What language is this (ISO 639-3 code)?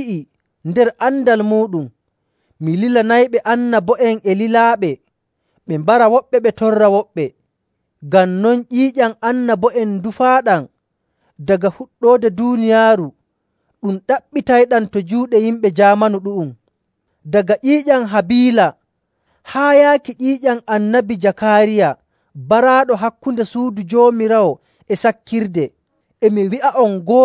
fuv